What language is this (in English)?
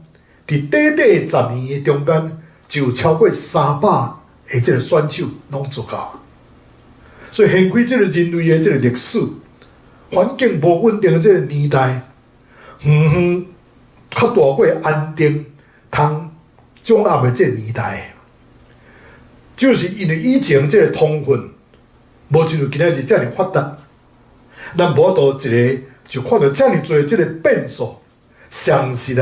Min Nan Chinese